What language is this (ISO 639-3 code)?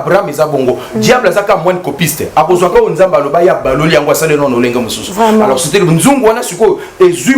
lin